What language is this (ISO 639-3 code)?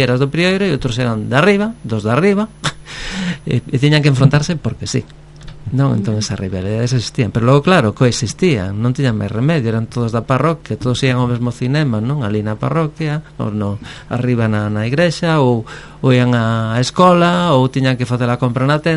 glg